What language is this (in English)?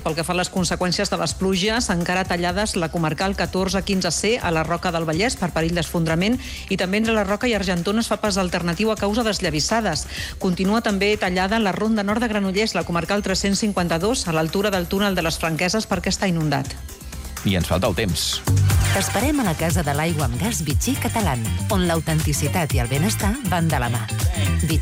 Catalan